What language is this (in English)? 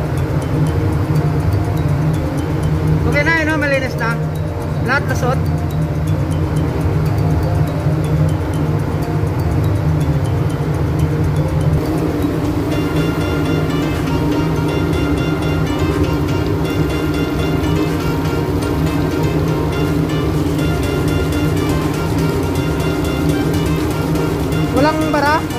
Filipino